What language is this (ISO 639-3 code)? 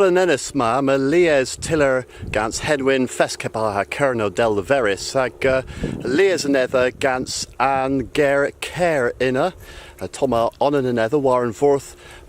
cor